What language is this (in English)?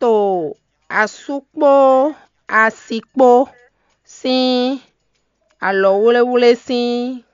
Fon